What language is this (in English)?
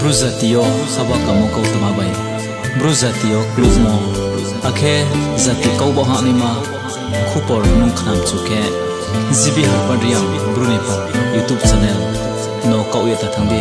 Riang (India)